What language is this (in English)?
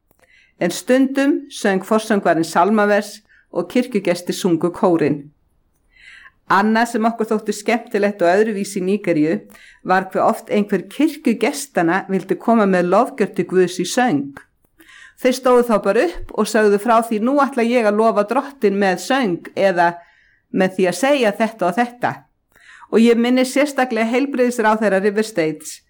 Icelandic